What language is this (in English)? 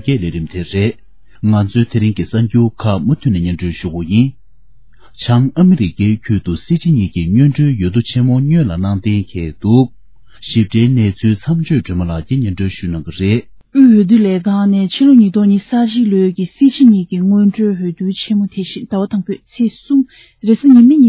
Tibetan